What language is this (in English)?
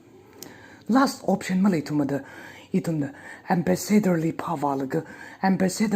Tangkhul Naga (India)